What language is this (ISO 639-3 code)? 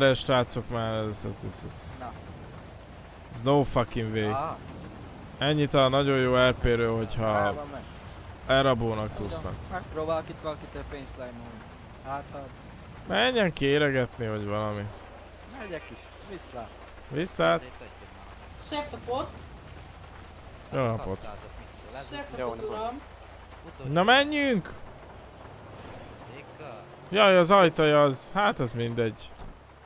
hun